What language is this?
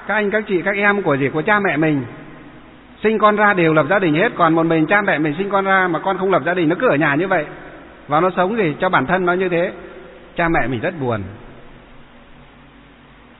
Vietnamese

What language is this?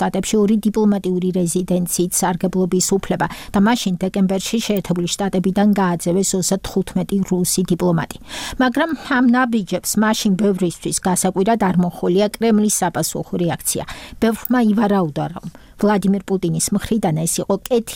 Georgian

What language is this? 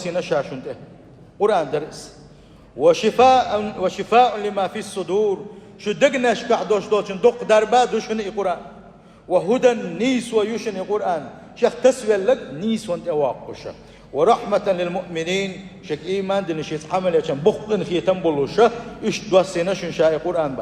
Chechen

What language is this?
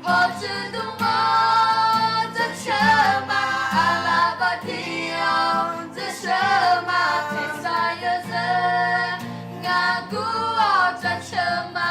Akha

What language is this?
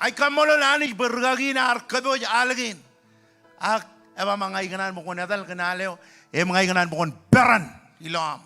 Marshallese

